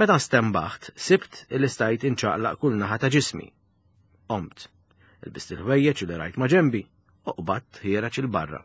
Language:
Maltese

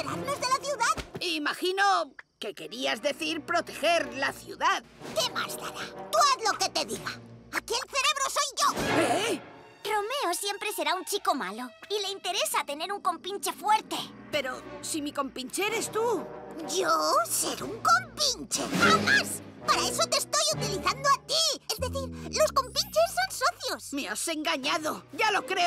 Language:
Spanish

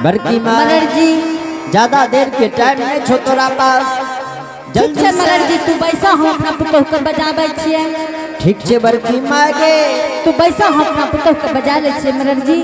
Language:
Angika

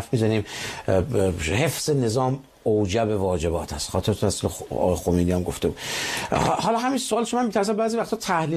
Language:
Persian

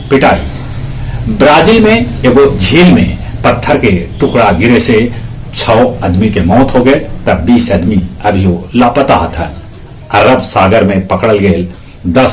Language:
Magahi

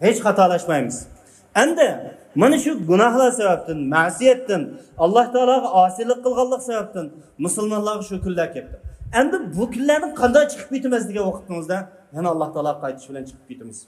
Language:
Uyghur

